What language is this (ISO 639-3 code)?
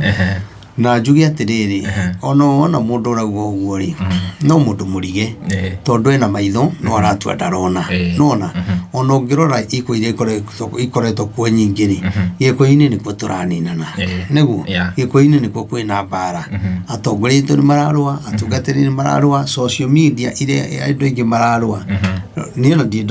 kik